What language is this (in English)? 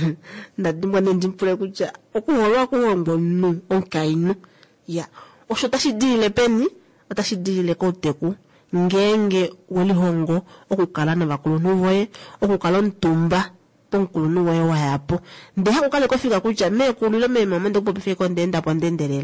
Kuanyama